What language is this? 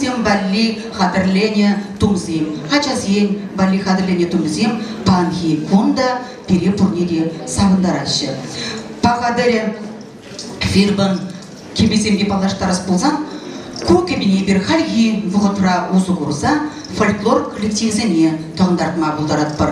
Chuvash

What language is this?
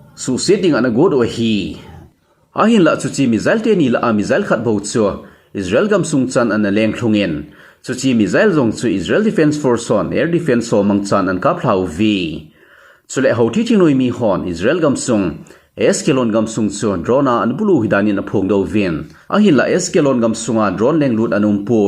Thado Chin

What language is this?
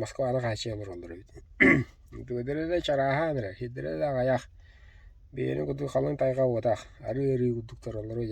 Yakut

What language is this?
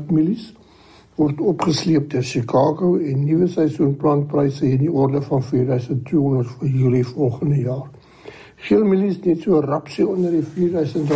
Afrikaans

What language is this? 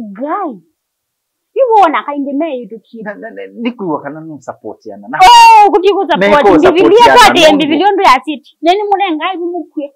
Kamba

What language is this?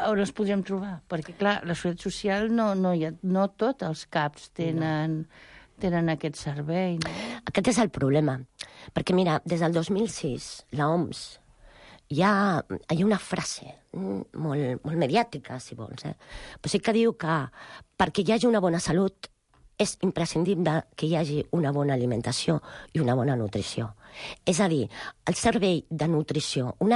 Catalan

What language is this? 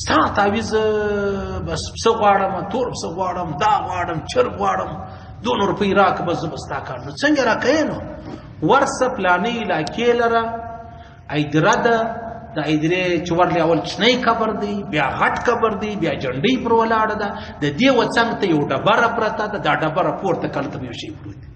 Pashto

